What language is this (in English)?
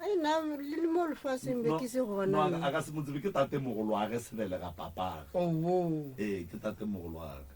Northern Sotho